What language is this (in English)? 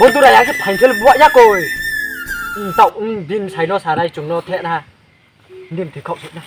Riang (India)